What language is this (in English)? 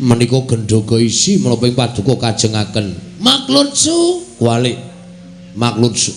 Javanese